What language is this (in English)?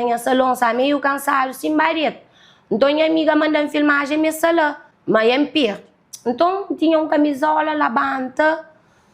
Kabuverdianu